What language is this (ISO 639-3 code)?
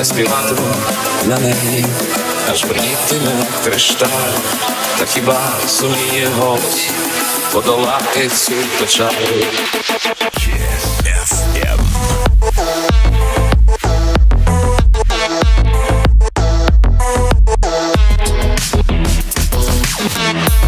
ukr